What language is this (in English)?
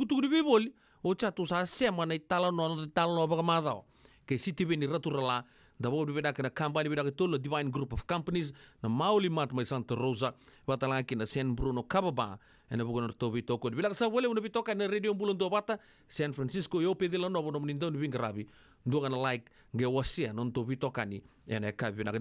Fijian